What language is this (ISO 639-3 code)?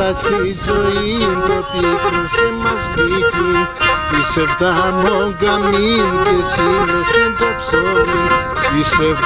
ell